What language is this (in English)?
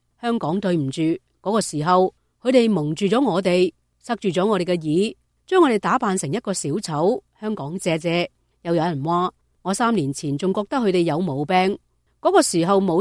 Cantonese